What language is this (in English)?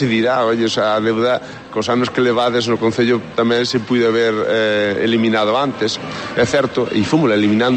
Galician